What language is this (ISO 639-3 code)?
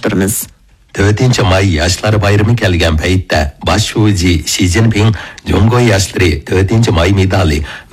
uig